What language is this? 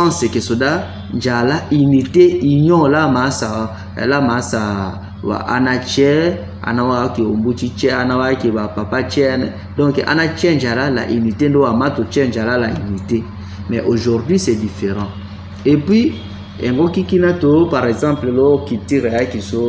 Tetela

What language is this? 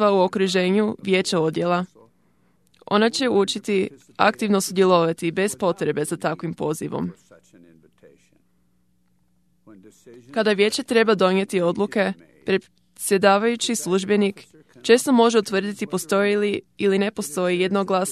Croatian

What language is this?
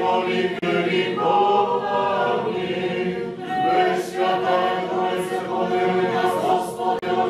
Rusyn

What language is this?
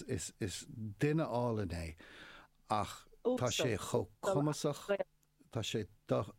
Irish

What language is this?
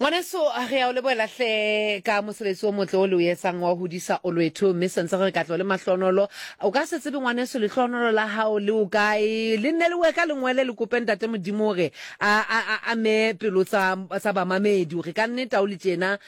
Southern Sotho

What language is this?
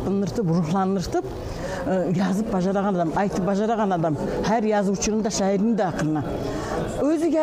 Kumyk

